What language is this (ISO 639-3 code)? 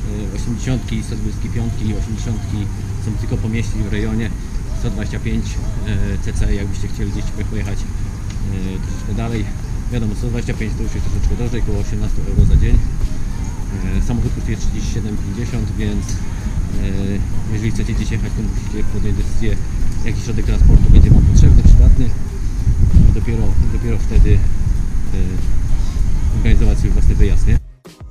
pol